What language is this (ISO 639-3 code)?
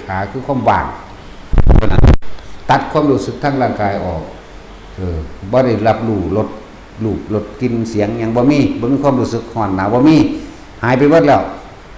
tts